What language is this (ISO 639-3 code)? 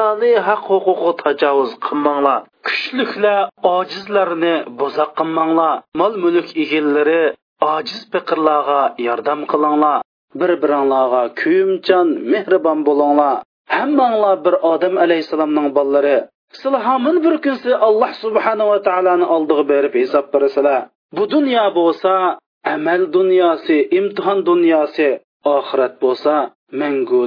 uig